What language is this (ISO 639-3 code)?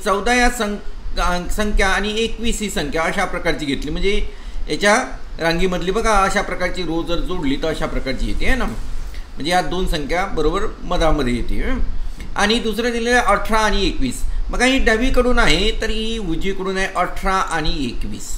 mar